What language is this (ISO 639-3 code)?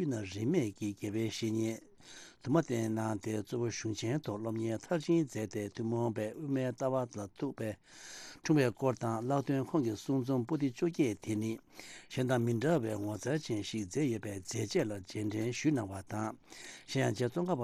bod